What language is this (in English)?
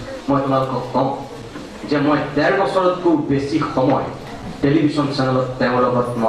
Assamese